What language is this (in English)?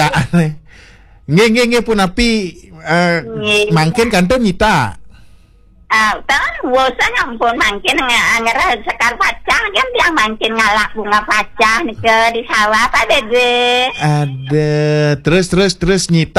Balinese